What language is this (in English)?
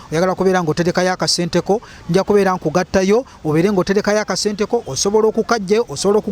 Ganda